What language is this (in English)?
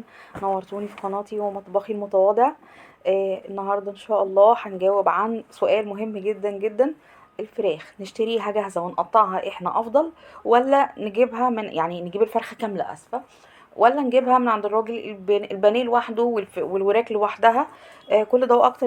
Egyptian Arabic